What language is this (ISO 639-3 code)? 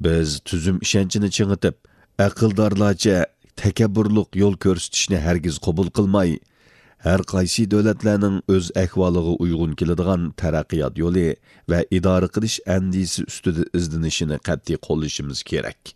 uig